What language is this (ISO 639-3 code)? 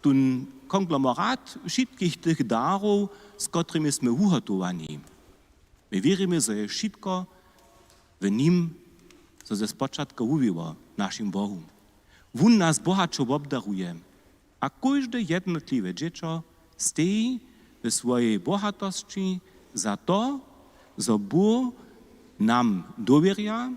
hsb